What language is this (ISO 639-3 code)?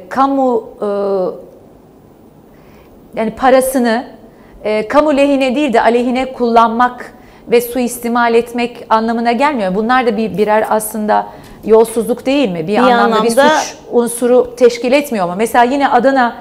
tur